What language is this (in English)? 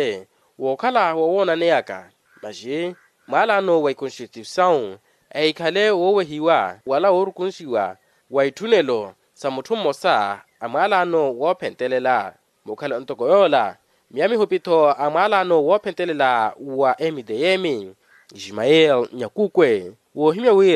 Makhuwa